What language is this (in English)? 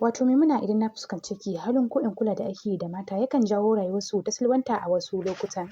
Hausa